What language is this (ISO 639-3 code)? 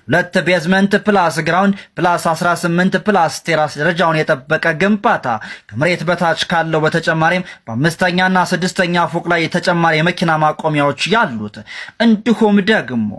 amh